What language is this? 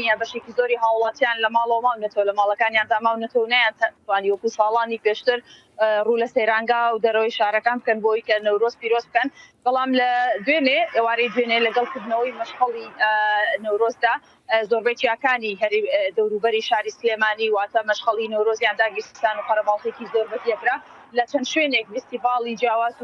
Central Kurdish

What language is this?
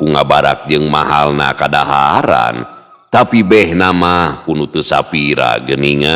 Sundanese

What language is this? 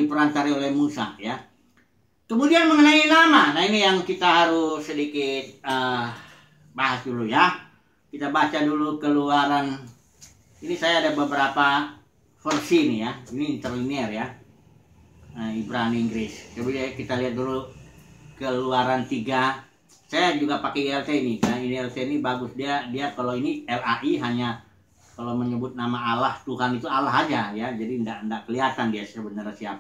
Indonesian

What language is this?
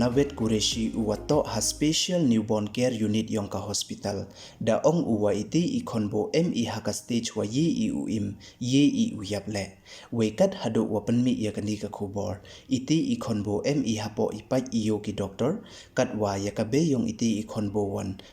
Pnar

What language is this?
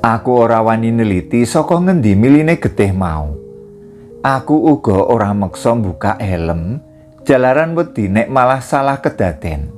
Javanese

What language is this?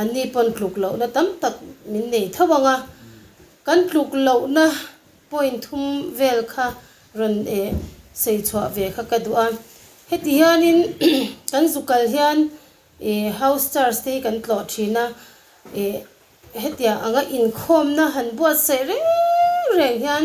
Mizo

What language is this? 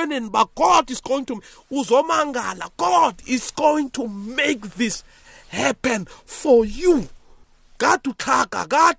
South Ndebele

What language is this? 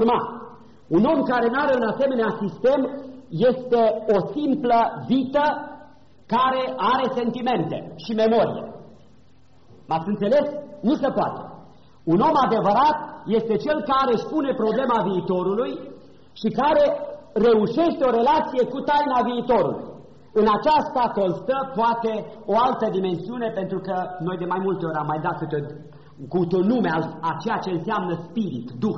Romanian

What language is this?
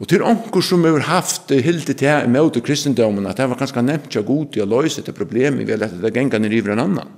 Faroese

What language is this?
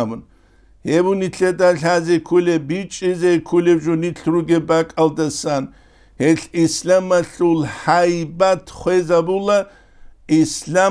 Avaric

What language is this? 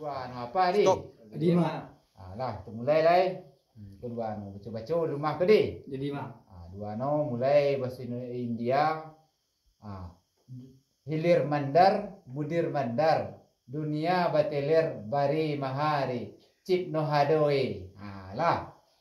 Minangkabau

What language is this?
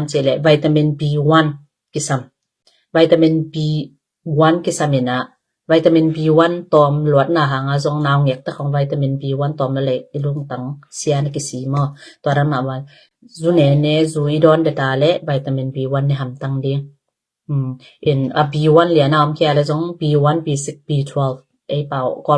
Tedim Chin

